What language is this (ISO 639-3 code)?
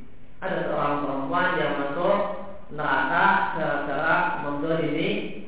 ind